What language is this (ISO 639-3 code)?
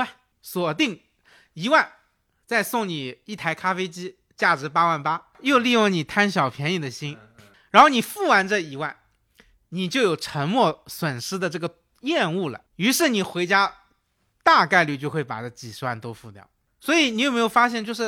zho